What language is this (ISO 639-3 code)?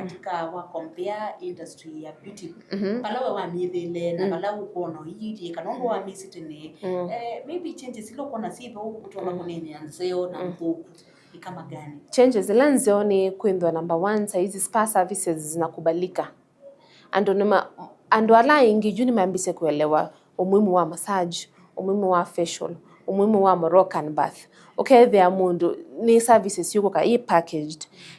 kam